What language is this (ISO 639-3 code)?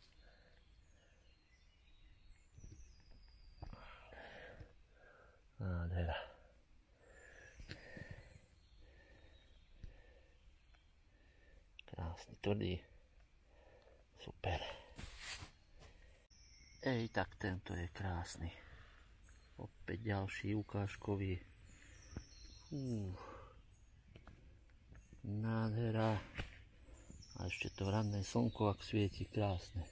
slk